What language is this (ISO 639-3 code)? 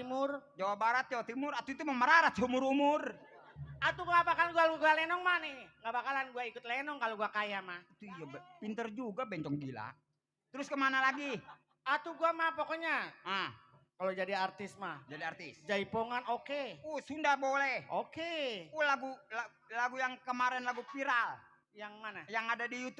bew